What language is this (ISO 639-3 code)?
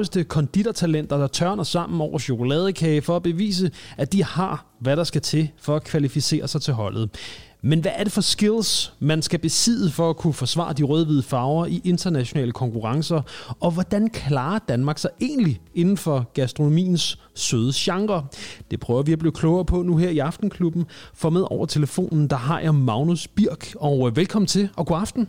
dan